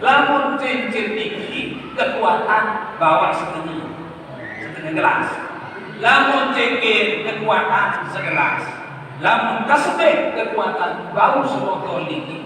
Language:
Sasak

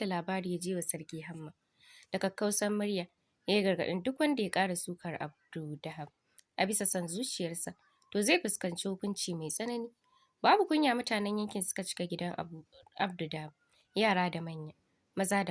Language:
Hausa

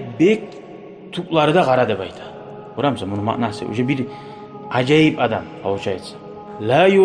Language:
Kumyk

